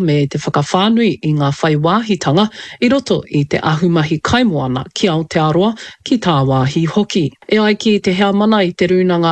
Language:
Māori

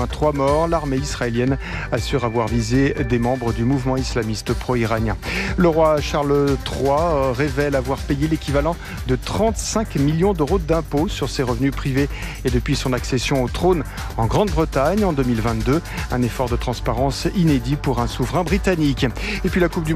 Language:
French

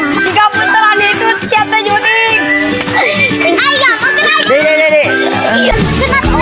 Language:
Sundanese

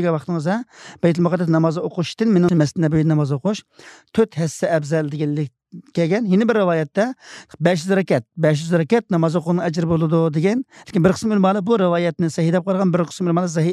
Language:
Uyghur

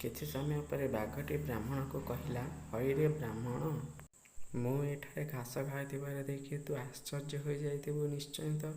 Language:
Odia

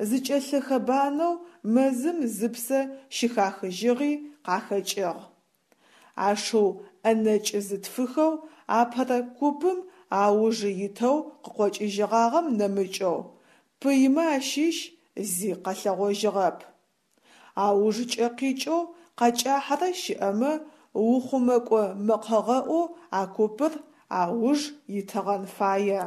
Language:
Adyghe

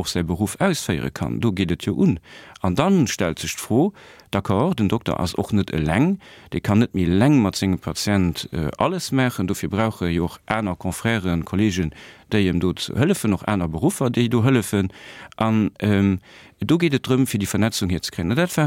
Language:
Luxembourgish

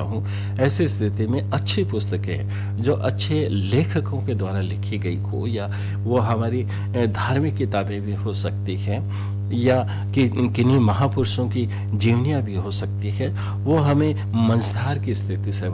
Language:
Hindi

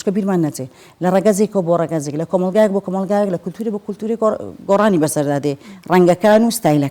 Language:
Central Kurdish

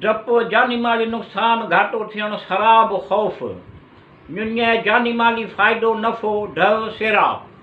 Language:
Sindhi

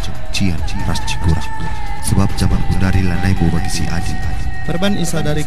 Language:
Batak Karo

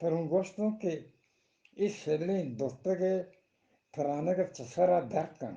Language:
Eastern Balochi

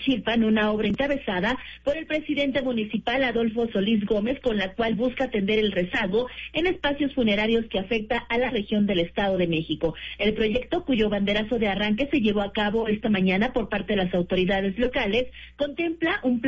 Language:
Spanish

